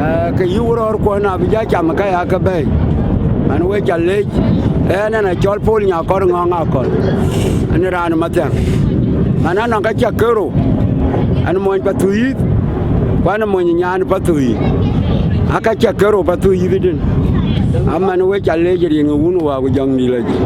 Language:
Dinka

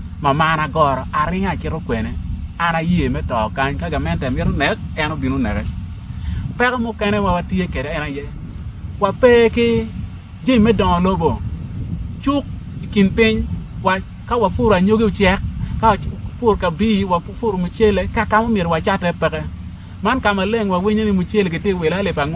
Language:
Acoli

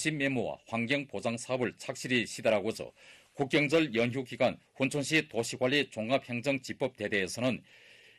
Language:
Korean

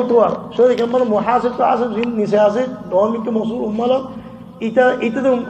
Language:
Rohingya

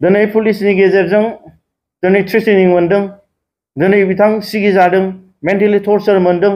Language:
Bodo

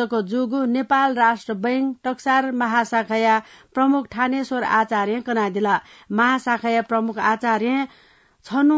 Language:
Newari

